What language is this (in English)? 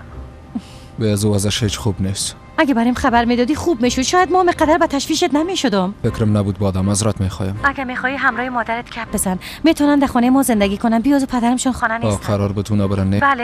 Persian